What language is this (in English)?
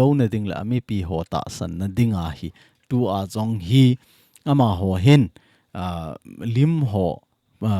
Thado Chin